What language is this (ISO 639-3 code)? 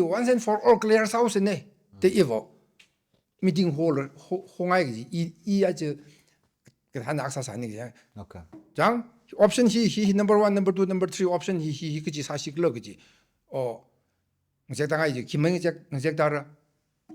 nmf